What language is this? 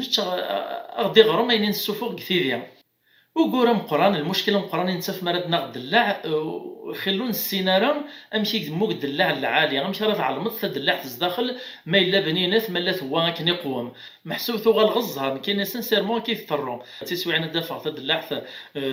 Kabyle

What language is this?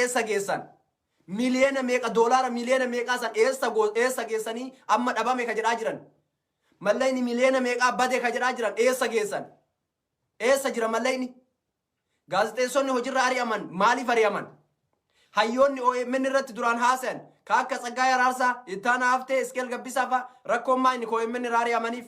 Oromo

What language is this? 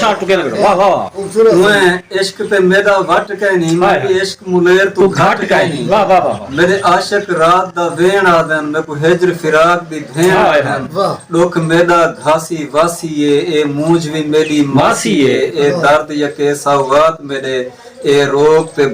Saraiki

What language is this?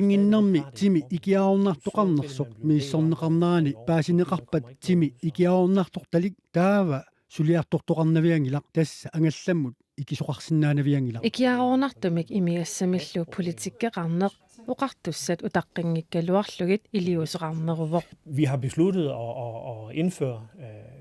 Kalaallisut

